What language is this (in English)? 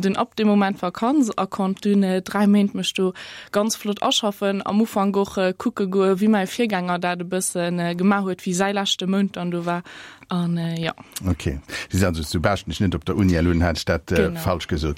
Luxembourgish